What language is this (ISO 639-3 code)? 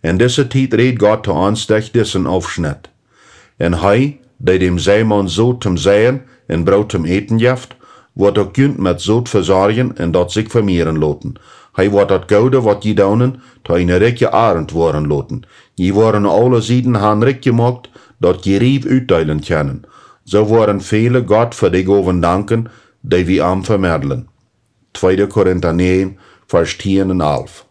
pdt